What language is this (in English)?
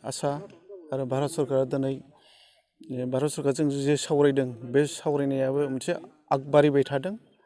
Bodo